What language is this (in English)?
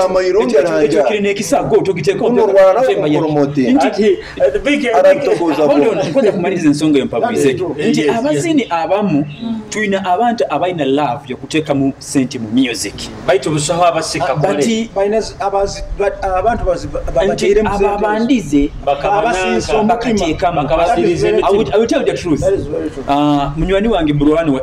Nyoro